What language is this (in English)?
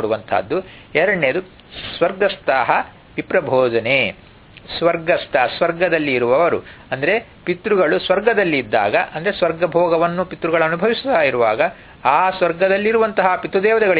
Kannada